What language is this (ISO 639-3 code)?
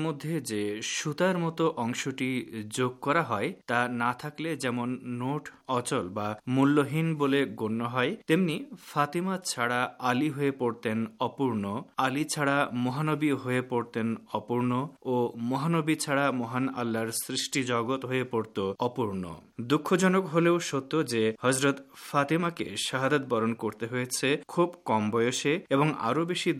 ben